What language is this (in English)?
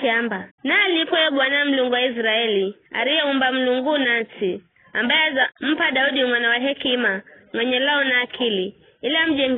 Giryama